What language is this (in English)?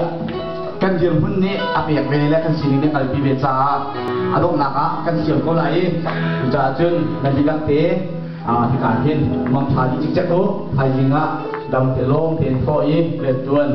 Hakha Chin